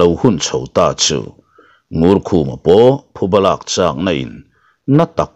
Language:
Mizo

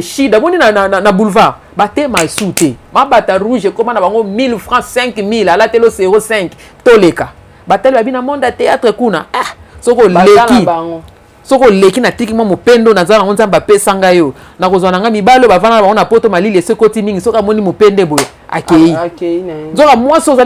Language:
Lingala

